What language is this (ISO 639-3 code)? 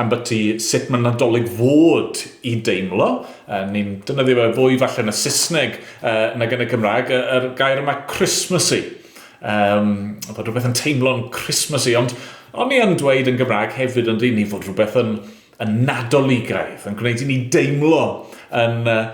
cym